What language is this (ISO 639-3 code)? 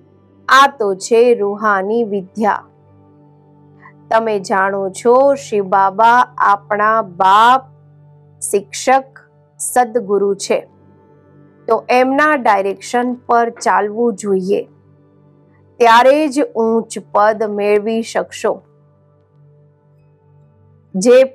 guj